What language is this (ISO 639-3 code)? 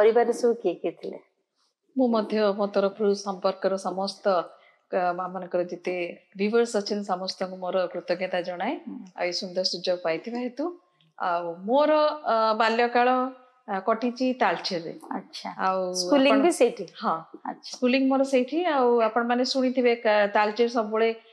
ori